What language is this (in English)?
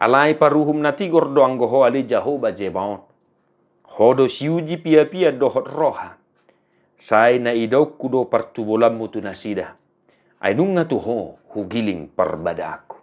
Batak Toba